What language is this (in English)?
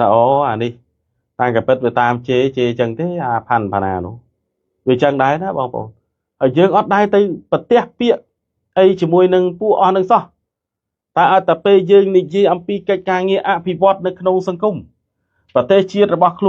Khmer